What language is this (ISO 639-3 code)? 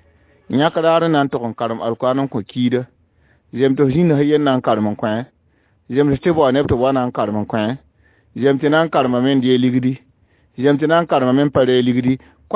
mos